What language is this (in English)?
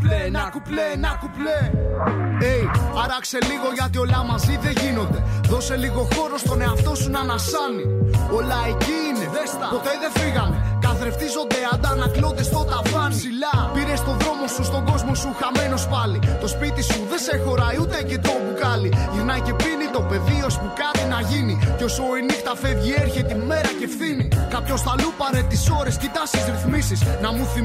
Greek